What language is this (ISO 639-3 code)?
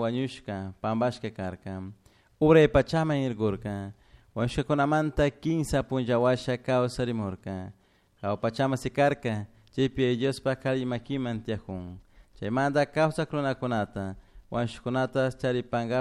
qug